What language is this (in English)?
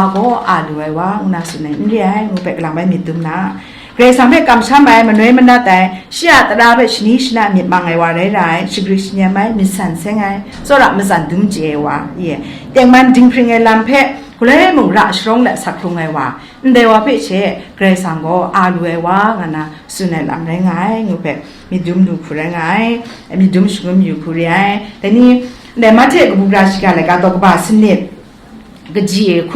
Kachin